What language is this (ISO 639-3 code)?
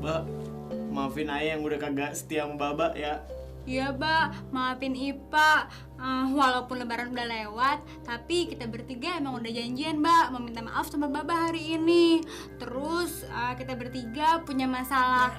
bew